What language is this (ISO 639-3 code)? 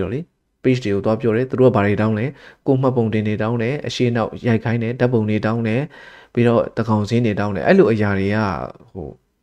mya